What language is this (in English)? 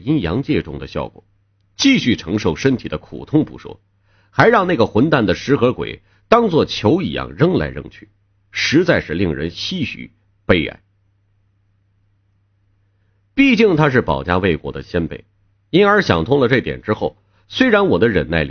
Chinese